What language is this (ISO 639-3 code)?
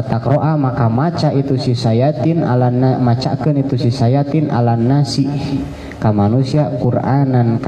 sun